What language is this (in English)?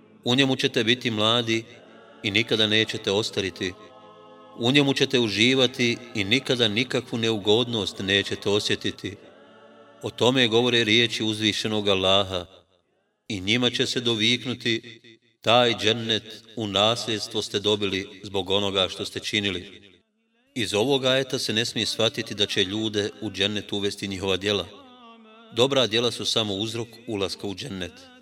Bosnian